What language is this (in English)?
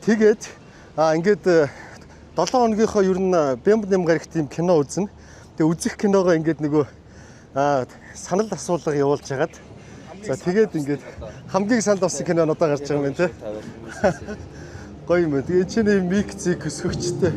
Mongolian